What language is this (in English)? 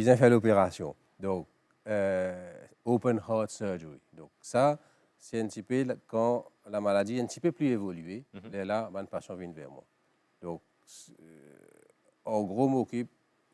Morisyen